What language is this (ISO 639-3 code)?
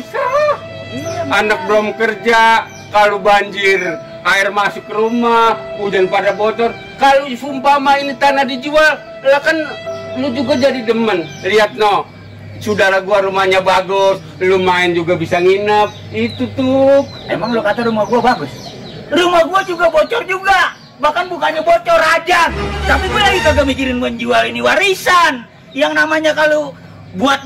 bew